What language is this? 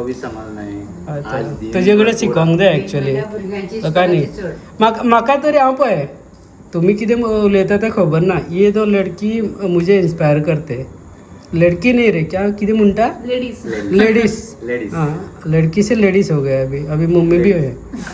Konkani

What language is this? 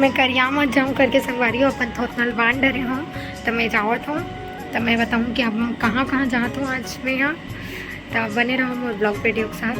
Chhattisgarhi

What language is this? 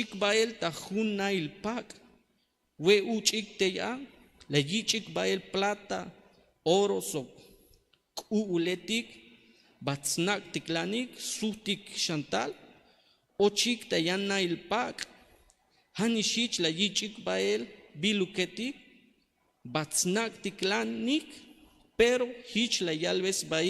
Tzeltal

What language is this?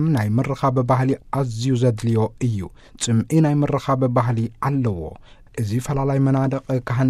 Tigrinya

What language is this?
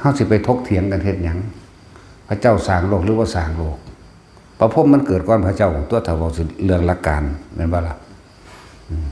Northeastern Thai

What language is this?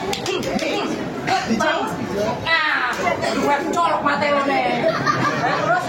Betawi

